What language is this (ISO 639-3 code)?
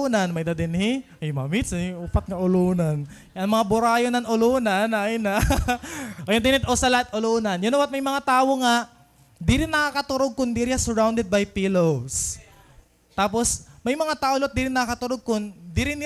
war